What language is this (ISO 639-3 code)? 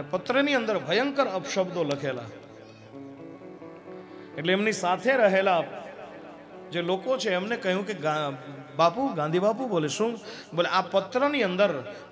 guj